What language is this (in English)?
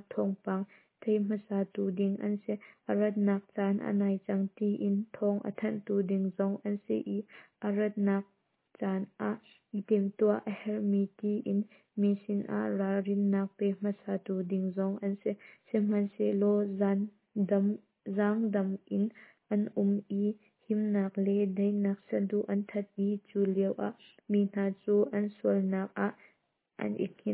Hakha Chin